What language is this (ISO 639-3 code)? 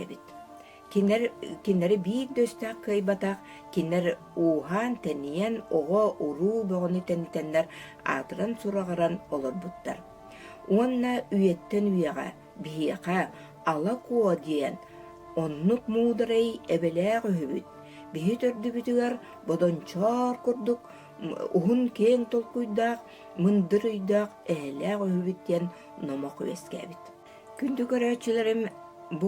sah